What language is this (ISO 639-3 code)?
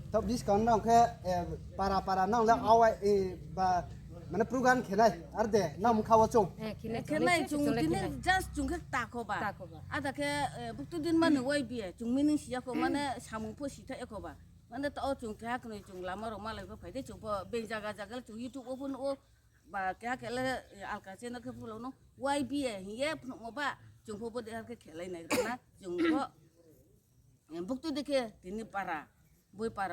ria